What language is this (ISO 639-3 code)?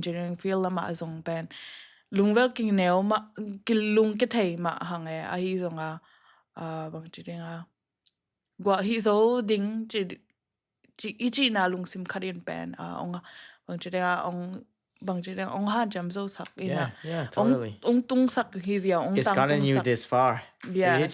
ctd